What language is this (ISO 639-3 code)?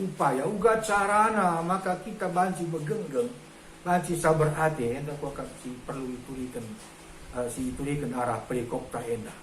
btx